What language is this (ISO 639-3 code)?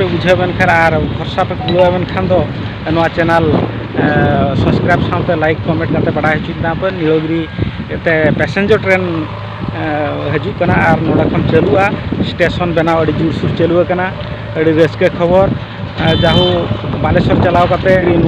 sat